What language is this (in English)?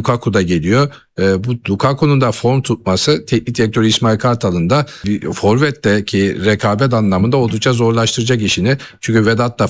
Turkish